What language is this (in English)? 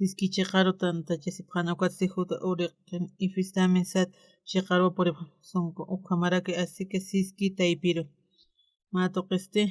Aymara